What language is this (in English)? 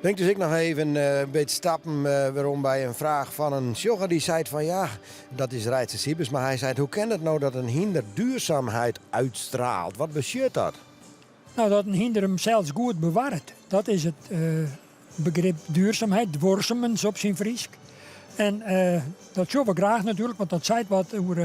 Western Frisian